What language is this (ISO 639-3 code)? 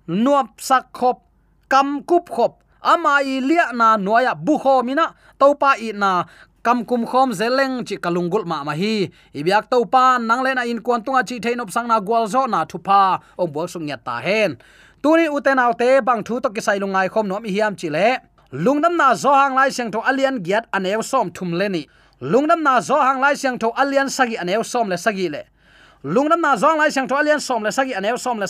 ctd